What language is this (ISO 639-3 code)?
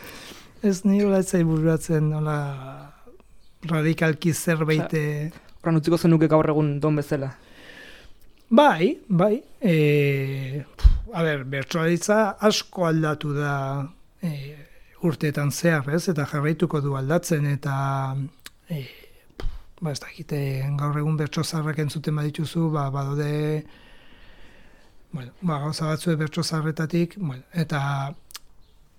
eus